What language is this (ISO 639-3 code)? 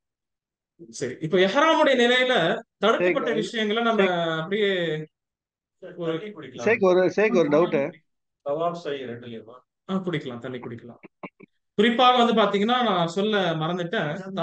tam